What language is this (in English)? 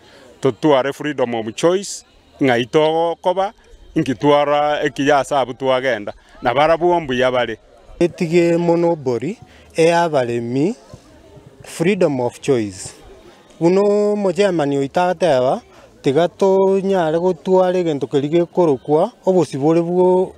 Gusii